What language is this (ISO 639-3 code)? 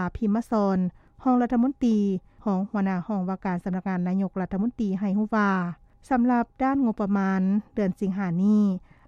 lao